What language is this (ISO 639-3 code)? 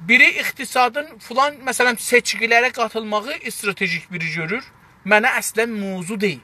azb